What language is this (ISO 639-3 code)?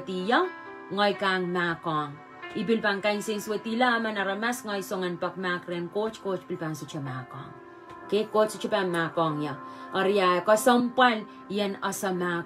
pon